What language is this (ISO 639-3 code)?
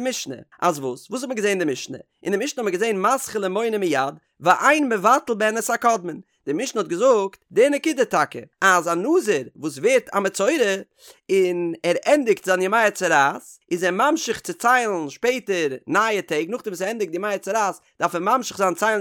yid